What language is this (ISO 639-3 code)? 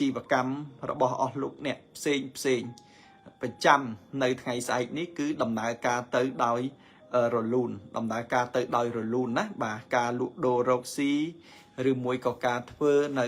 khm